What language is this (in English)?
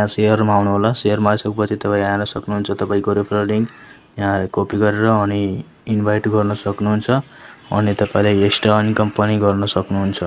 Nepali